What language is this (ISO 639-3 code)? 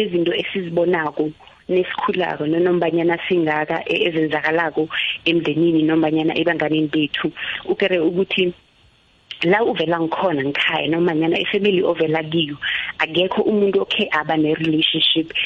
nbl